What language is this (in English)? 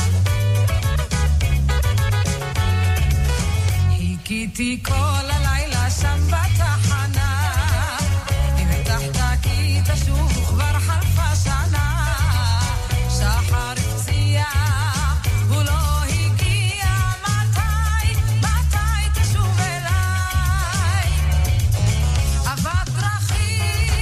Hebrew